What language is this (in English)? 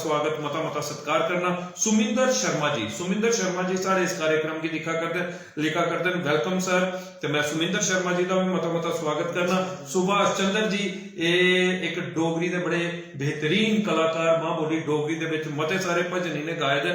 Dogri